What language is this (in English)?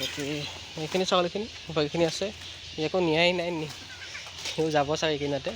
Assamese